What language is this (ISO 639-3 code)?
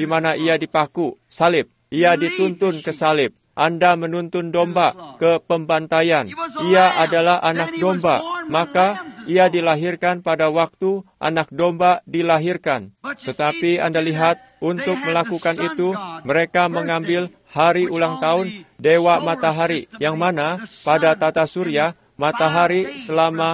ind